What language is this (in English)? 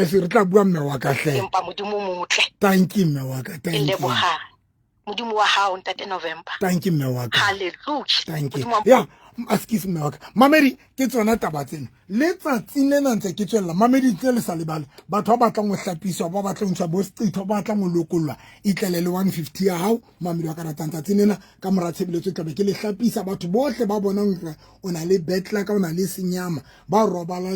Southern Sotho